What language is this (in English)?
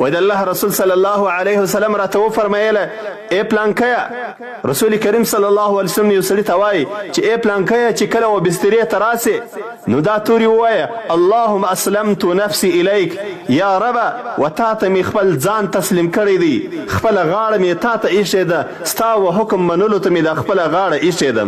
Pashto